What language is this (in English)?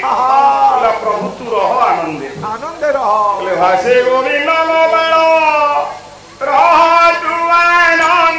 Odia